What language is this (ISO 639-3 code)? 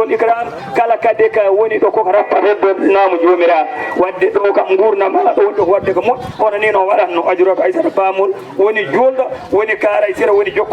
ful